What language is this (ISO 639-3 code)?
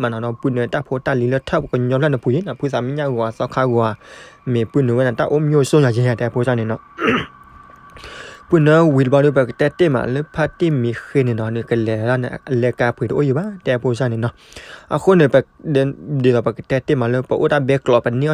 ksw